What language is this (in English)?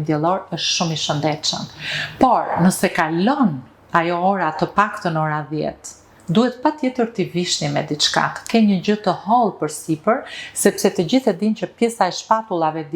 Albanian